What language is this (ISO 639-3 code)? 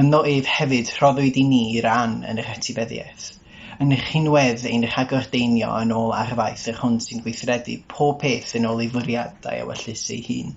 cym